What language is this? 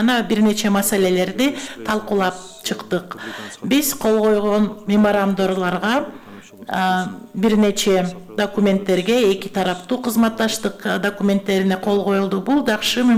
Kyrgyz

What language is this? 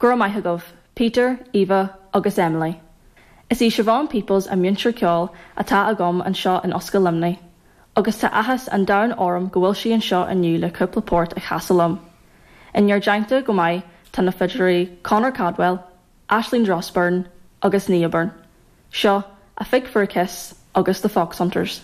Irish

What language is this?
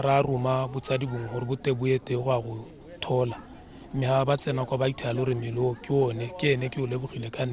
Tswana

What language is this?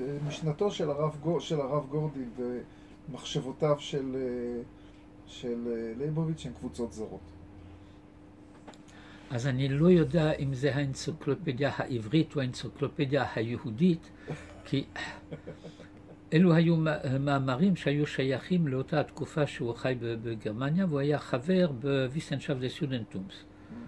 Hebrew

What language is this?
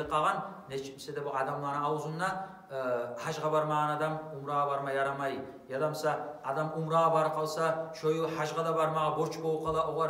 Kumyk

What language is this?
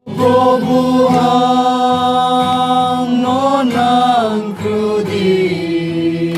Riang (India)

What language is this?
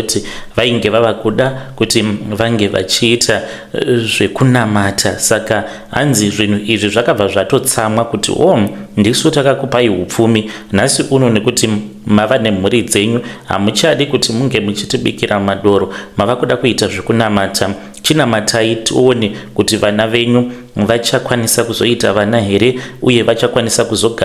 Shona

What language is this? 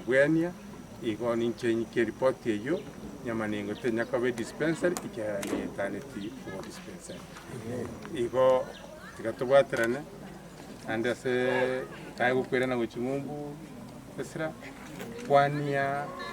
Gusii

